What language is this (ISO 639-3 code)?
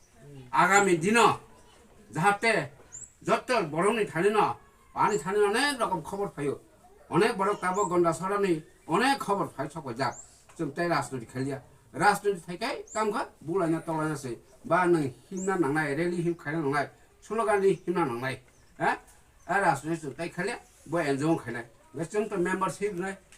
trp